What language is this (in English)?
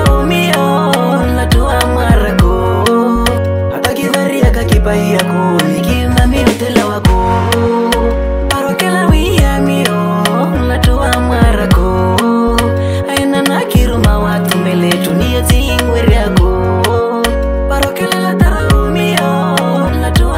Swahili